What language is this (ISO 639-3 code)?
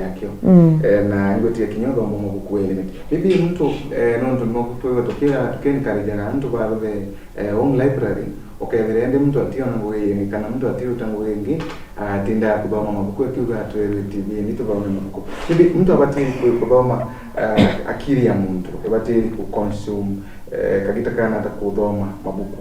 mer